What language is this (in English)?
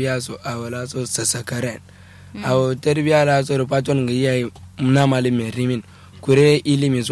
Kanuri